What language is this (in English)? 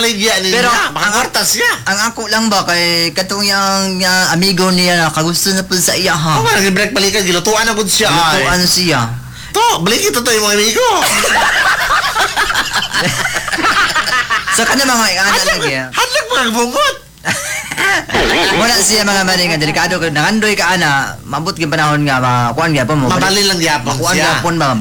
Cebuano